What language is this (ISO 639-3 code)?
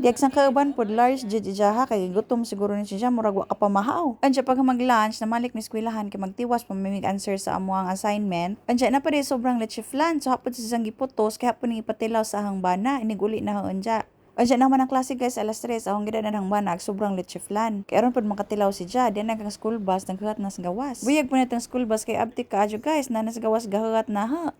ceb